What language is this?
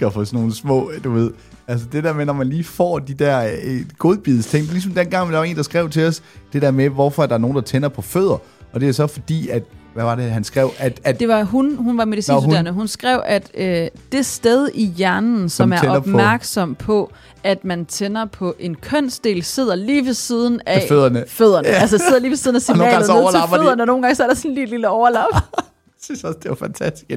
Danish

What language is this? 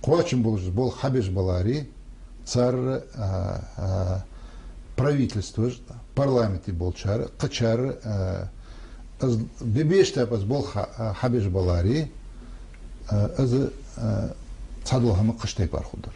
Ingush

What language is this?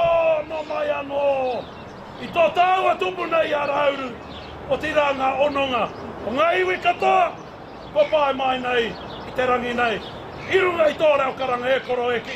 Māori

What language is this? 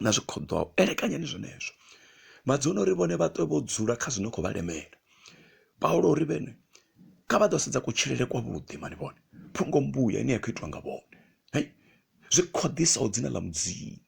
Venda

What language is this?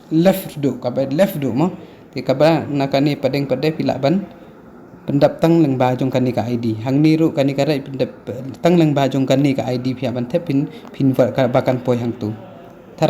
Khasi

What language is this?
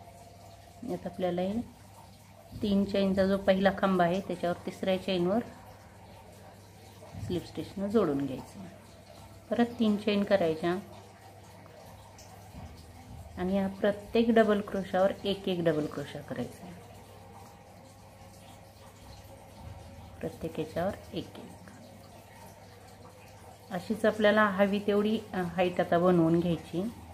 Marathi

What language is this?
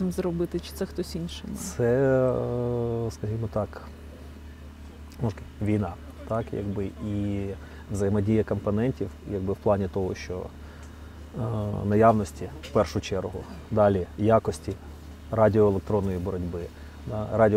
Ukrainian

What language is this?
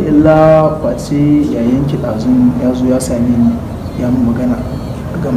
Hausa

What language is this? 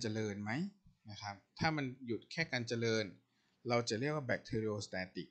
Thai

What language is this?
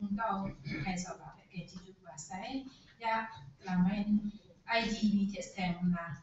Kachin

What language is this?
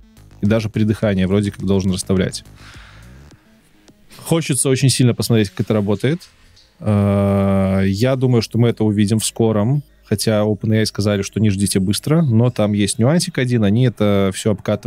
Russian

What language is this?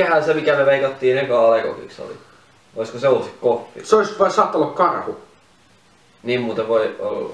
Finnish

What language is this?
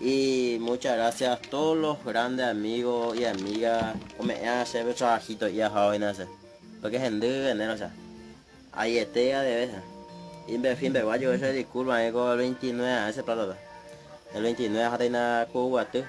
Guarani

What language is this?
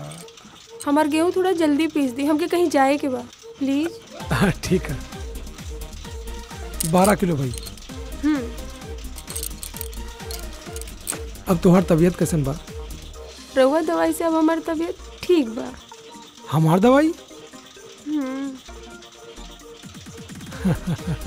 Bhojpuri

